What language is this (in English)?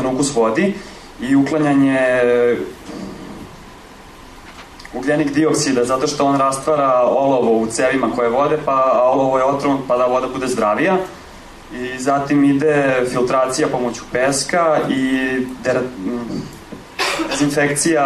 Serbian